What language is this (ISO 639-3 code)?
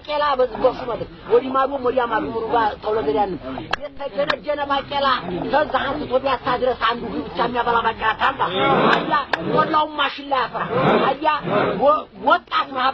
amh